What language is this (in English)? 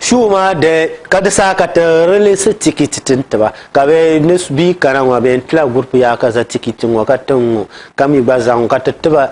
Dagbani